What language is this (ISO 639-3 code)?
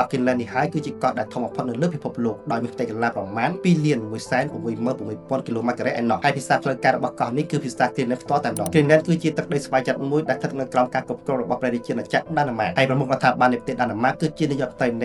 khm